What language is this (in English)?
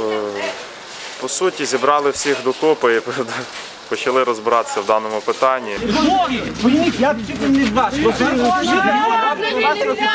Ukrainian